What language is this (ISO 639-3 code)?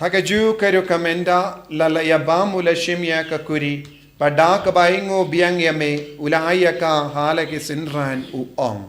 kha